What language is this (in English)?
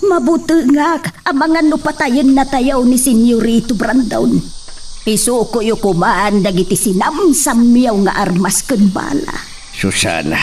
Iloko